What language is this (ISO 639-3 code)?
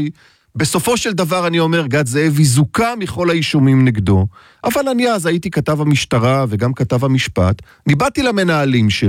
heb